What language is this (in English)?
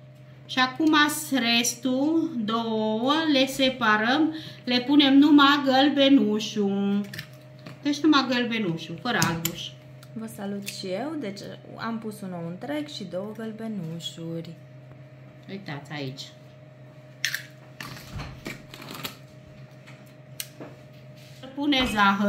Romanian